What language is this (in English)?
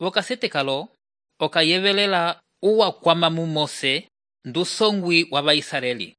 Umbundu